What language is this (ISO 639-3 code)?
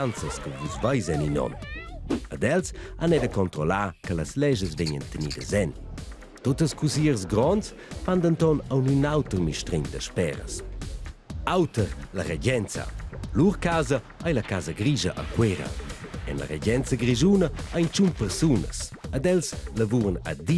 roh